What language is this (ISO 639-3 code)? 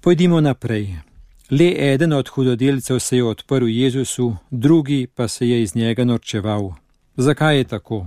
slv